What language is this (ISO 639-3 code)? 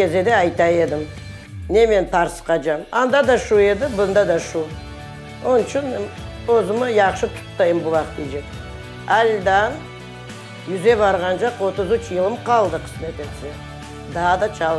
crh